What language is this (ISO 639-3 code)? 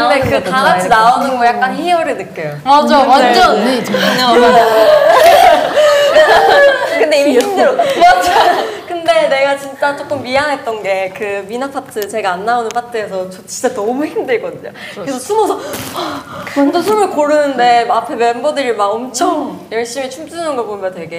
kor